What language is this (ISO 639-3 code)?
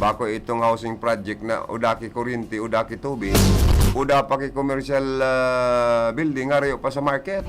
bik